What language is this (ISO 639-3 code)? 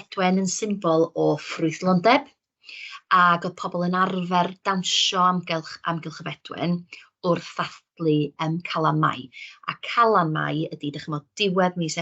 cym